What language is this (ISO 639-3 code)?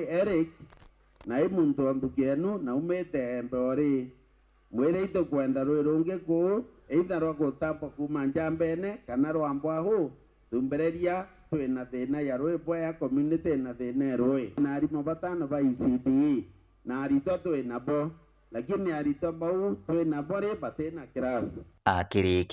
mer